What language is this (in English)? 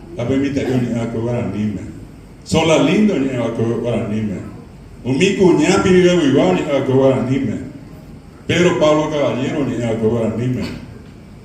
Guarani